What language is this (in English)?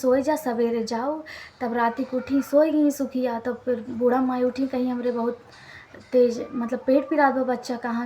Awadhi